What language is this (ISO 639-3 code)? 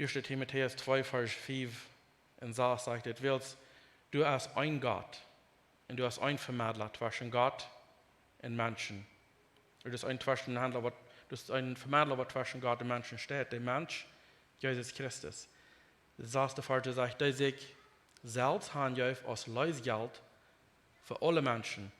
pdt